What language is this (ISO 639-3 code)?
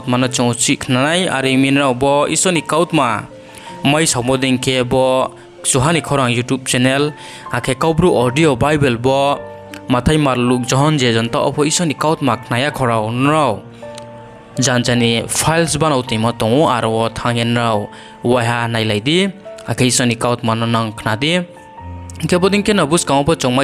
ria